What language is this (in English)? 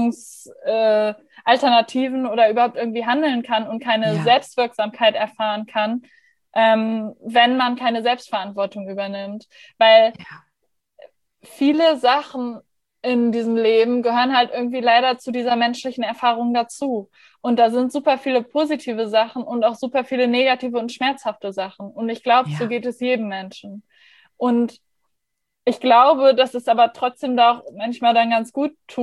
German